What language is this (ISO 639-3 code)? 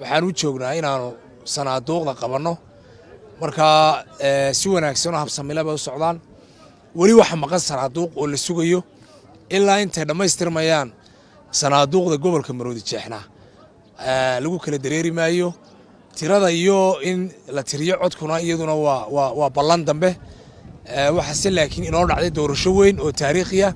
som